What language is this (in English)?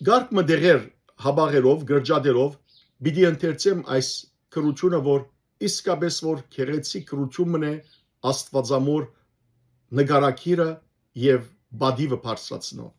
Western Armenian